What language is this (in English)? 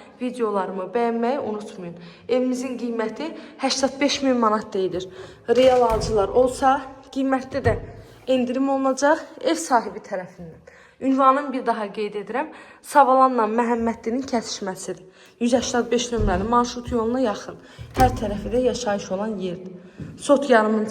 Azerbaijani